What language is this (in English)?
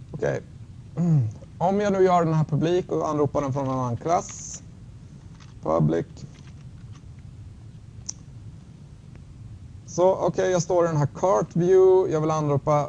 Swedish